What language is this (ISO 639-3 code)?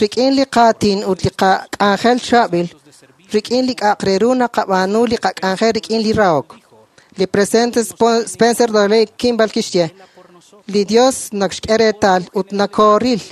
kek